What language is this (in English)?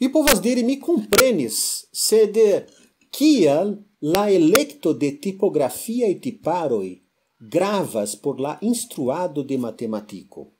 Esperanto